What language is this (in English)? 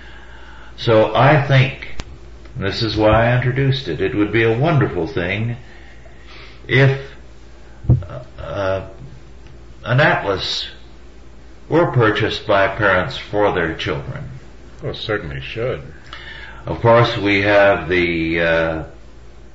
English